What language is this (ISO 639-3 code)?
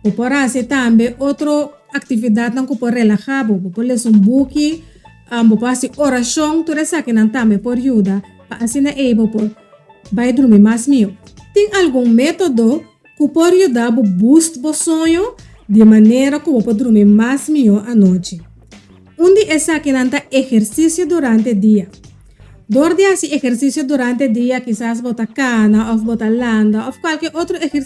pap